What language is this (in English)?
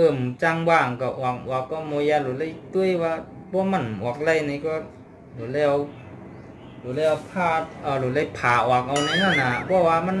Shan